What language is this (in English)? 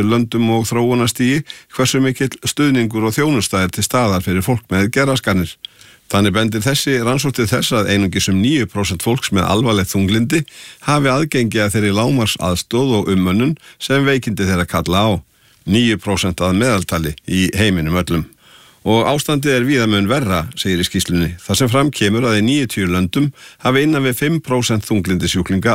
Icelandic